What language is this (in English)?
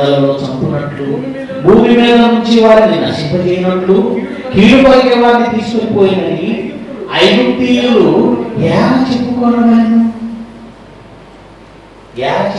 Telugu